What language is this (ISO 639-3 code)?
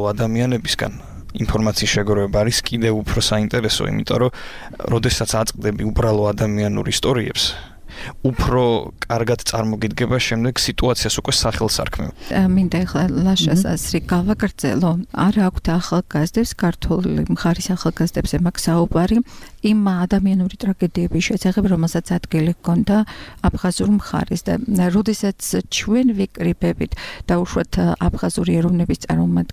kat